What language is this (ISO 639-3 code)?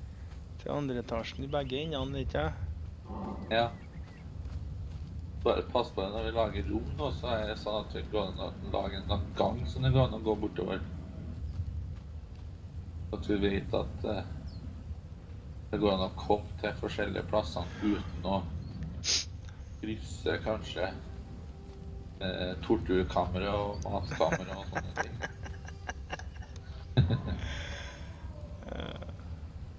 nor